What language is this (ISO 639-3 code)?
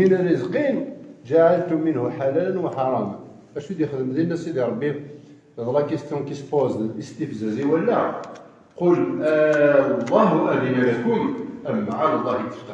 kab